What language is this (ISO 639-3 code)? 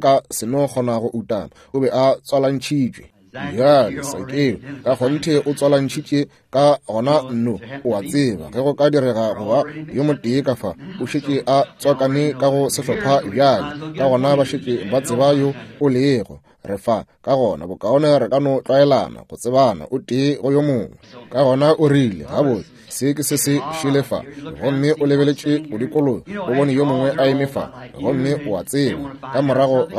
nso